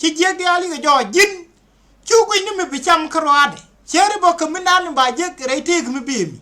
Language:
Nuer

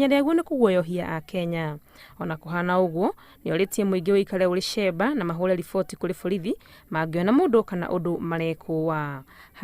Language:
Kikuyu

